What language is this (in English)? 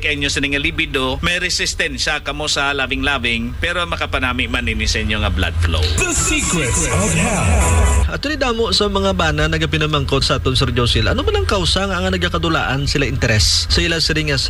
Hiligaynon